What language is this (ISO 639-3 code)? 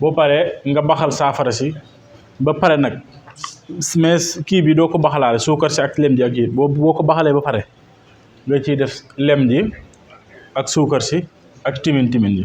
wol